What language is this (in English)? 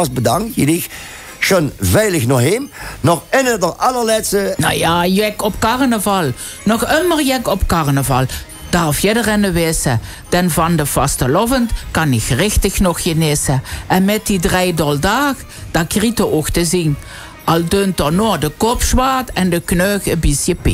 Limburgish